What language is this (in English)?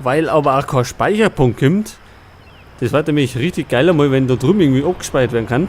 Bavarian